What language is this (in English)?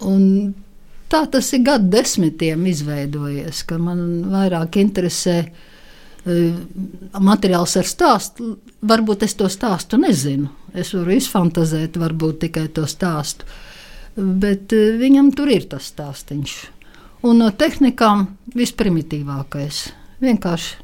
Latvian